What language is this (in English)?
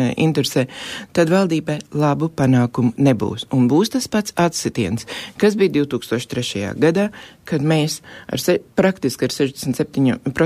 Latvian